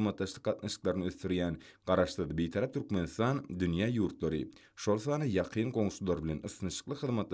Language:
Turkmen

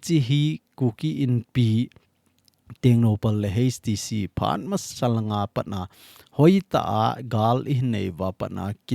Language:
Thado Chin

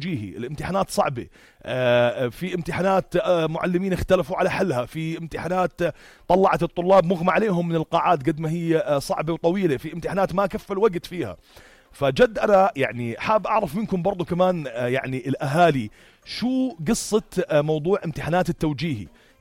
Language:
North Levantine Arabic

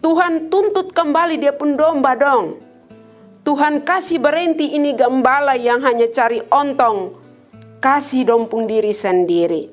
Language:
Kupang Malay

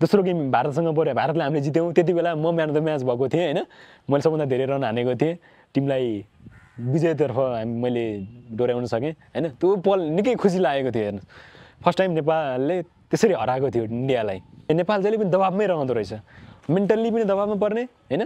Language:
Nepali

